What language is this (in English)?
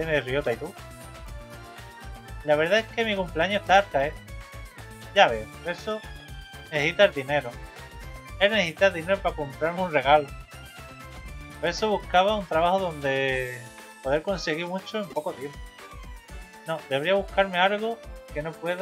Spanish